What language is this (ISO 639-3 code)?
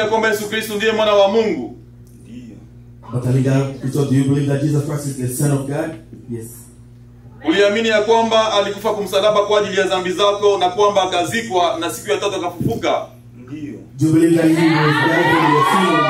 swa